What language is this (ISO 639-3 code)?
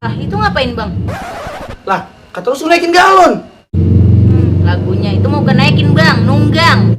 bew